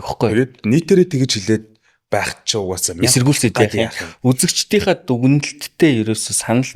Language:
Mongolian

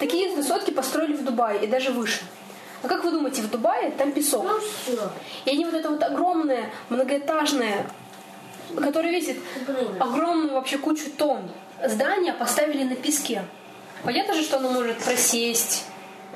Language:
Russian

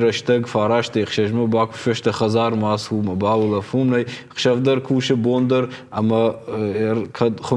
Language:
Ossetic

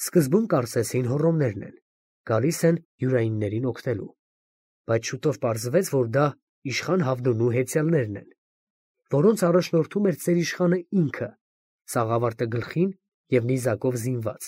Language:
Armenian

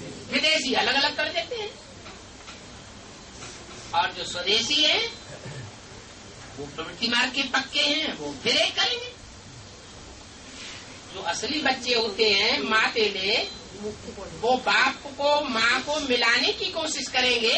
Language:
Hindi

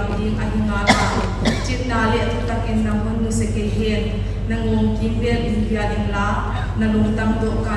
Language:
Paite Chin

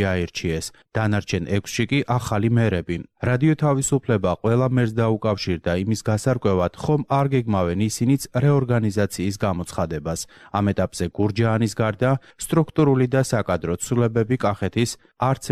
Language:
Georgian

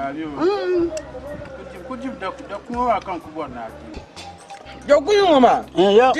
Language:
Dagbani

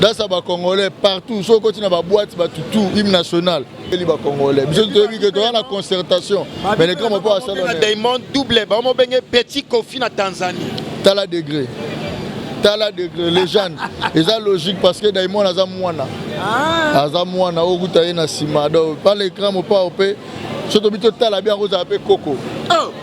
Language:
Lingala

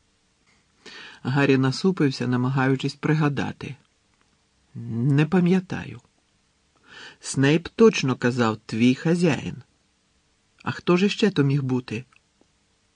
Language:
Ukrainian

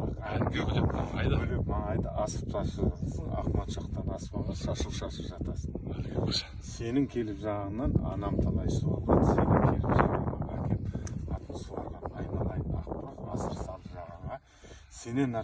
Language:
Kazakh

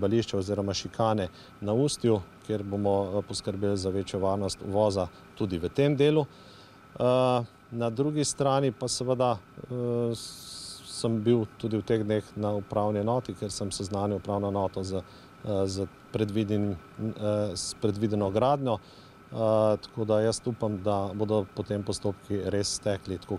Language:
Slovenian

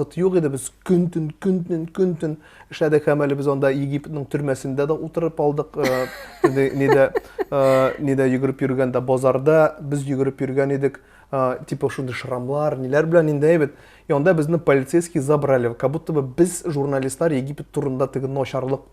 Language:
Tatar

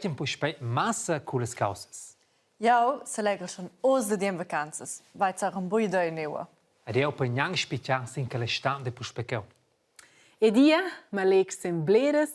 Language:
Romansh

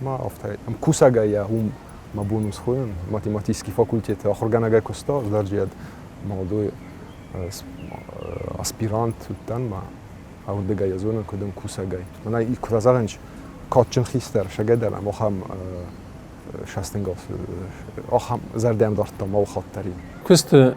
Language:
Ossetic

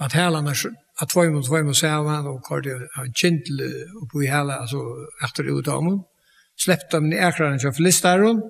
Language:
Faroese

